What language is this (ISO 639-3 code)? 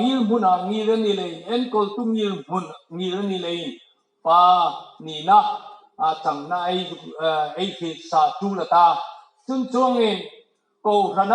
hmr